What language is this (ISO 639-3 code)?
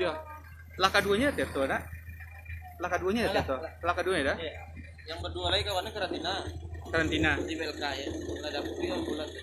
min